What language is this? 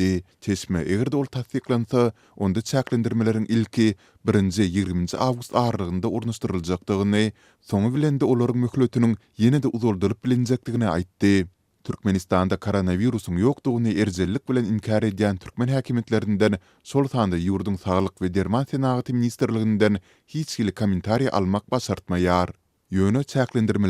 Turkmen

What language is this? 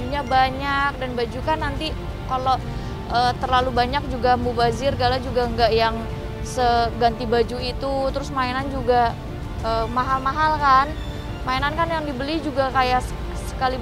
Indonesian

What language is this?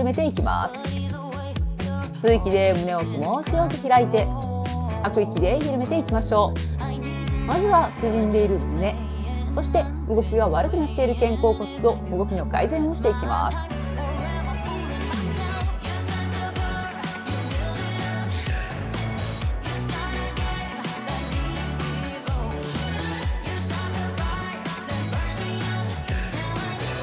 Japanese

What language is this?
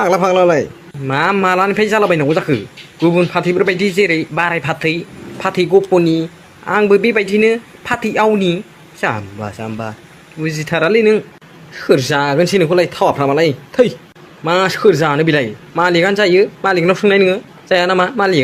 Bodo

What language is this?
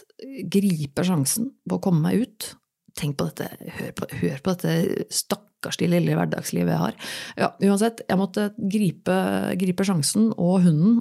Norwegian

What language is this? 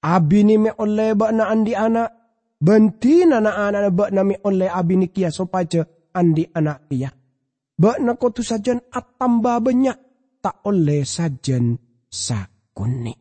Madurese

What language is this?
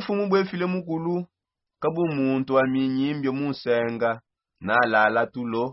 Songe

